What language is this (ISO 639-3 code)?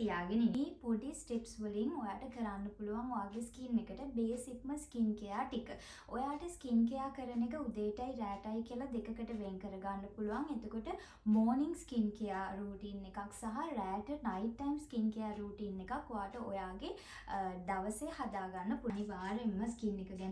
sin